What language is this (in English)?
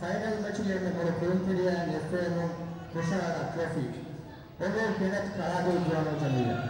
Divehi